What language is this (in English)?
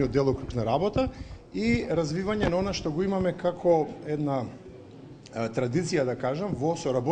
Macedonian